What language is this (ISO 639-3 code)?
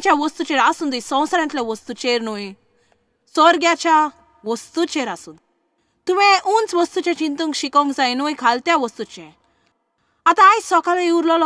kok